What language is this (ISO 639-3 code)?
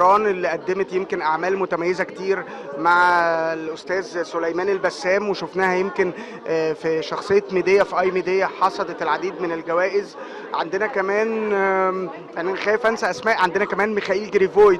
arz